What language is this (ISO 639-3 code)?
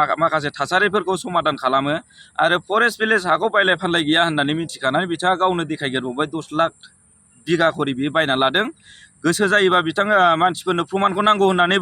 brx